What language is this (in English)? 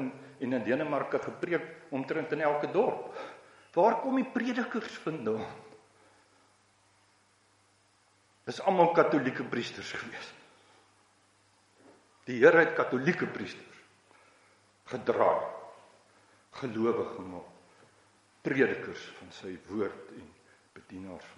Afrikaans